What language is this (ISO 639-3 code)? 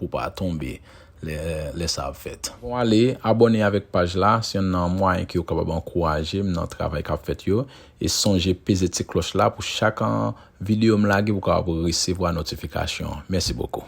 hat